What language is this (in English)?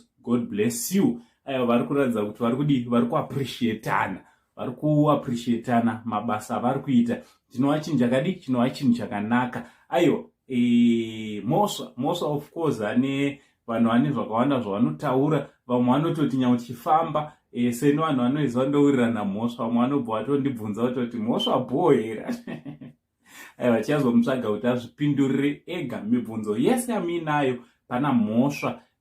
Shona